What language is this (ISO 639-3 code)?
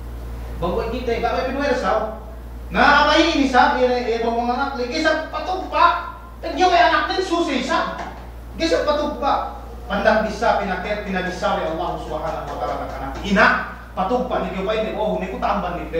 yka